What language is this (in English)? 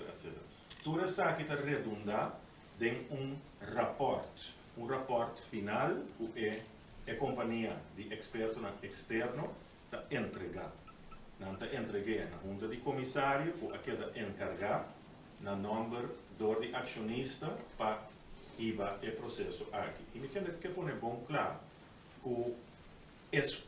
Papiamento